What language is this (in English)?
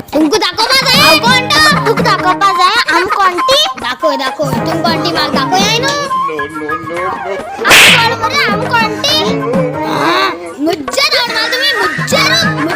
Konkani